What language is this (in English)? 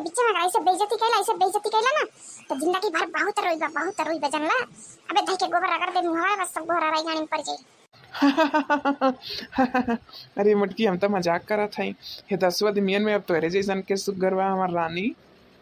Bhojpuri